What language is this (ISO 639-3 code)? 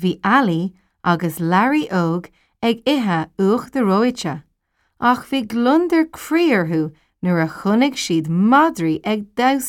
gle